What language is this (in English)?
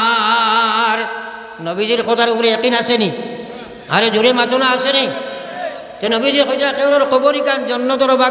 Sylheti